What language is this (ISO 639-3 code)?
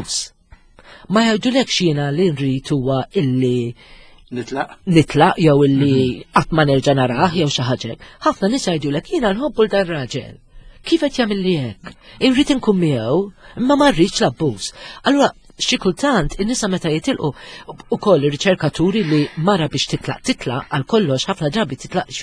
mlt